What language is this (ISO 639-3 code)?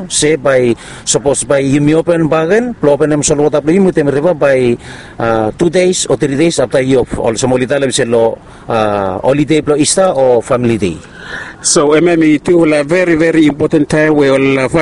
bis